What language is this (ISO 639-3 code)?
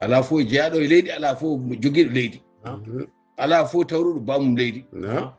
ful